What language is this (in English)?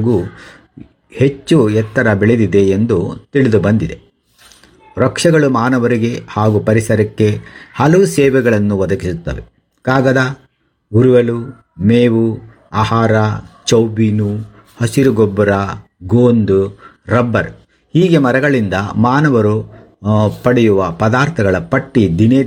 Kannada